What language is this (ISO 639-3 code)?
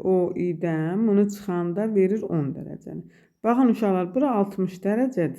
aze